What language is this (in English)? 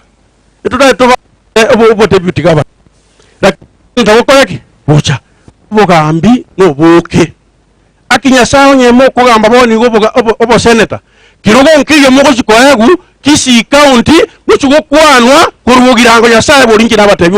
Gusii